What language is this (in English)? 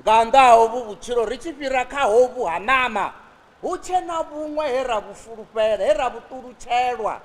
Venda